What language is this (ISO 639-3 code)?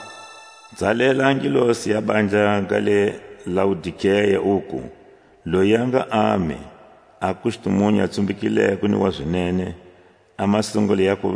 tsc